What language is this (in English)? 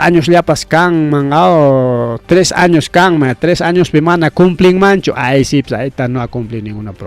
Ayacucho Quechua